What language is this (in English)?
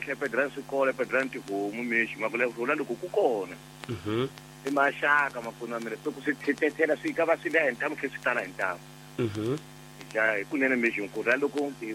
Tsonga